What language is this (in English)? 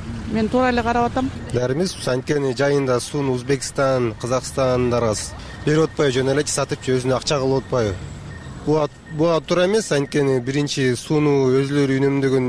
Kyrgyz